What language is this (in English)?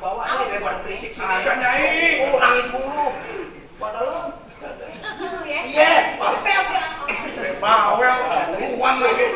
Betawi